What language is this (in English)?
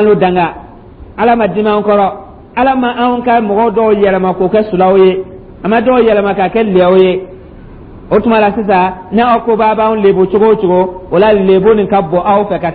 Dyula